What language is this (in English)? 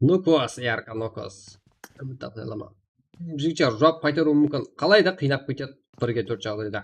Kara-Kalpak